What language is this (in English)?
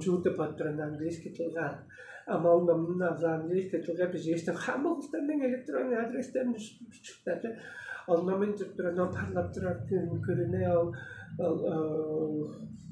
Tuvinian